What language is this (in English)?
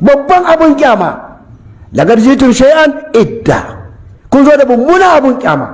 Hausa